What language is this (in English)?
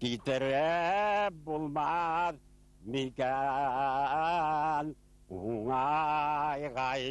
Bashkir